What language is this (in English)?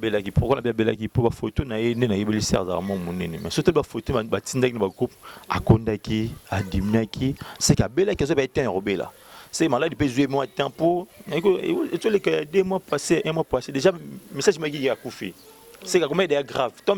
Lingala